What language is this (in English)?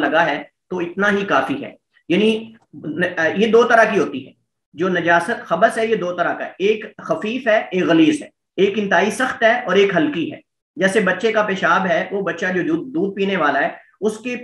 Urdu